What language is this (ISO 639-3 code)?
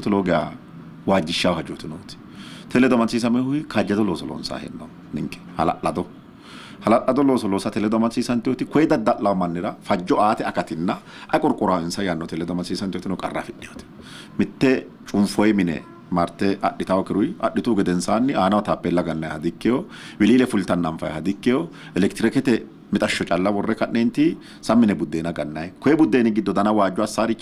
sid